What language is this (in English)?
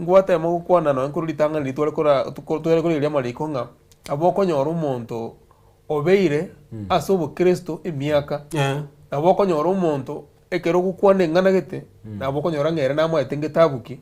Gusii